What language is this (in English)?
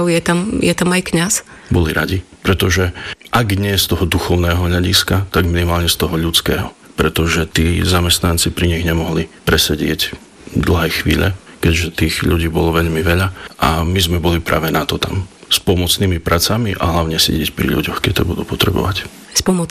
Slovak